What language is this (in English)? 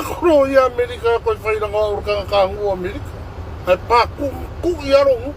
Samoan